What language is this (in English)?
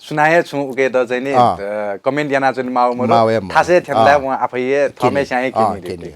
Newari